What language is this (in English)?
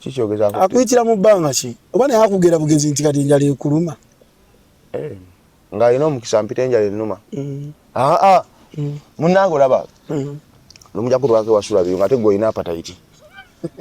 Ganda